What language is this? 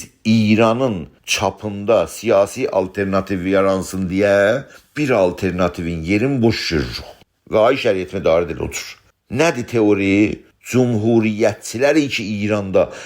South Azerbaijani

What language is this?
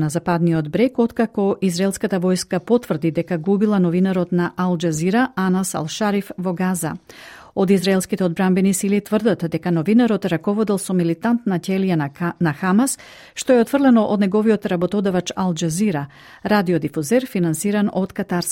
Macedonian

